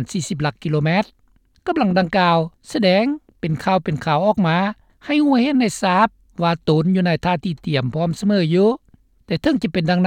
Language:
Lao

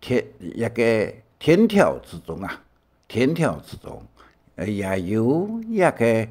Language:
Hakka Chinese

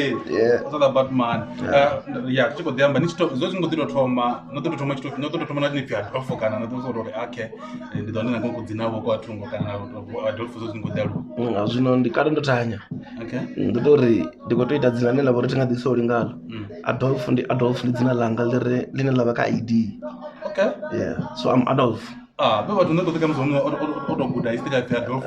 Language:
Venda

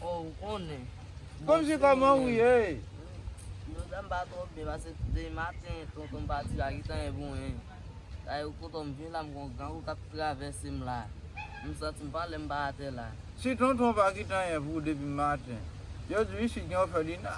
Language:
Haitian Creole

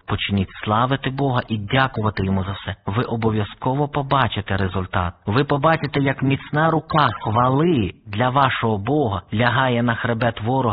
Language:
Ukrainian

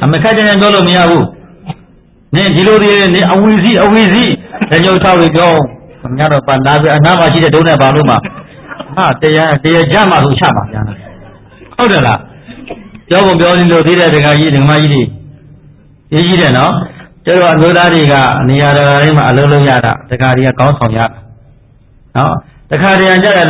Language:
Burmese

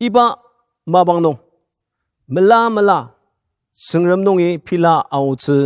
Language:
Ao Naga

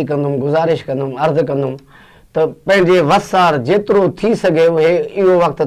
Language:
Sindhi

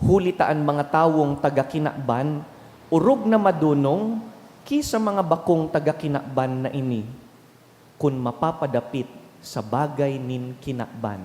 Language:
Bikol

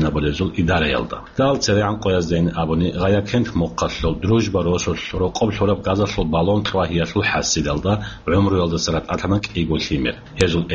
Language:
Avaric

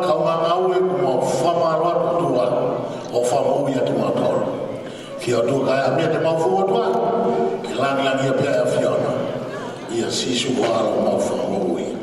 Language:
Tongan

